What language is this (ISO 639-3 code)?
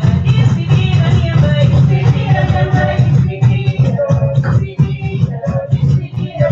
kea